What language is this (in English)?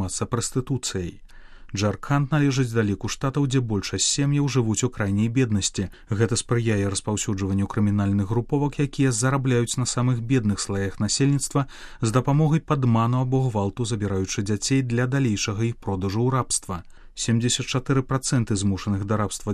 Belarusian